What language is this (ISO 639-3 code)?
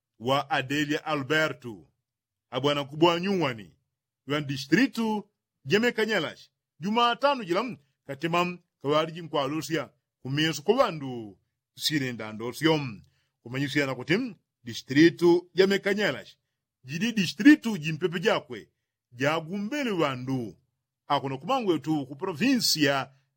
yao